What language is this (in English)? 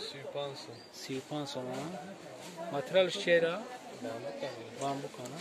Tajik